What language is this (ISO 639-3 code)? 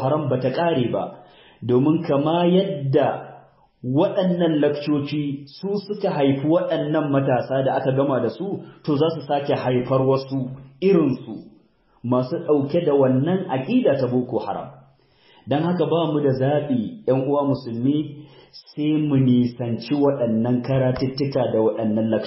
hau